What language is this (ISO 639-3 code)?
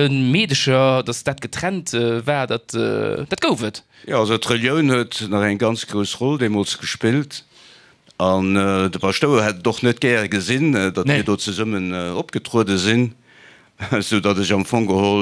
ltz